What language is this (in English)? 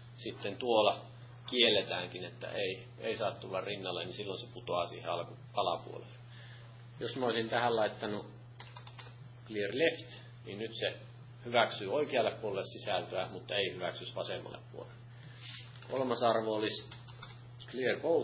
Finnish